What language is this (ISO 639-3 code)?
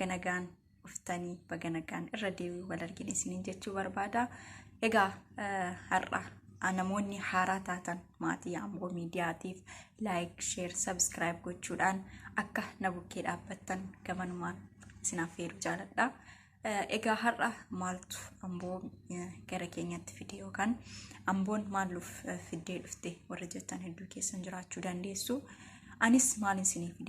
orm